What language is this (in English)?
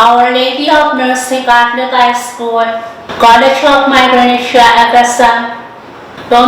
Pohnpeian